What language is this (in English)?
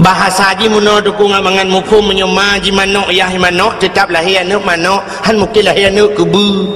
Achinese